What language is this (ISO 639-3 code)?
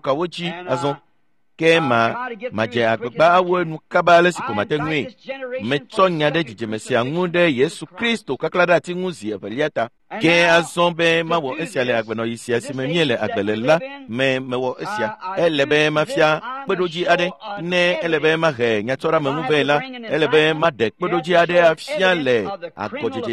ewe